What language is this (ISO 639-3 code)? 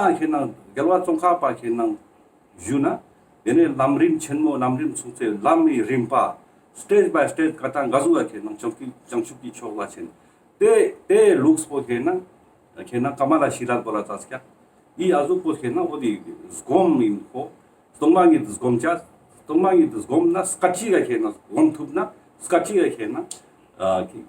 lbj